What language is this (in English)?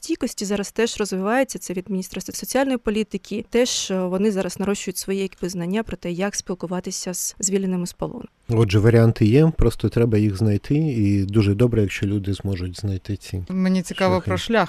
Ukrainian